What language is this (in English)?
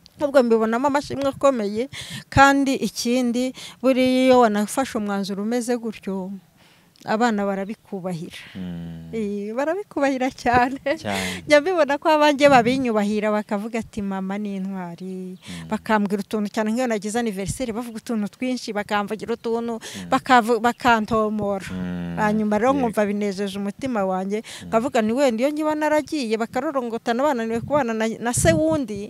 Kinyarwanda